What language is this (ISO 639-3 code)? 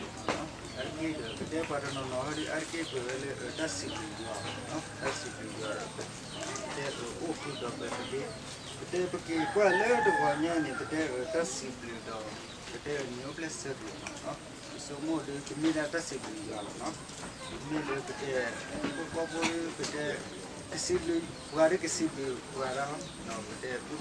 ksw